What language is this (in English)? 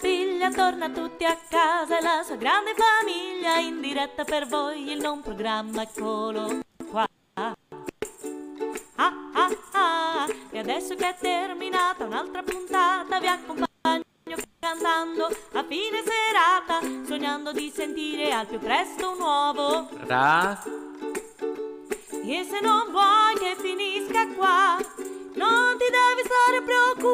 Italian